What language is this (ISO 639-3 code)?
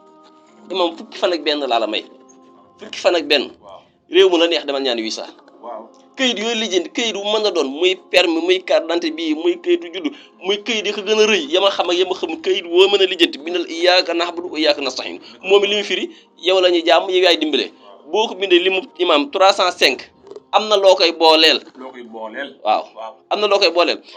wol